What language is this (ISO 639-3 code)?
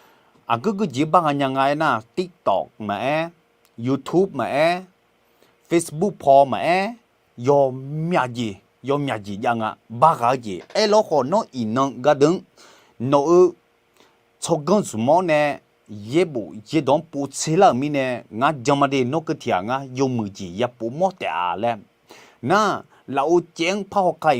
ahk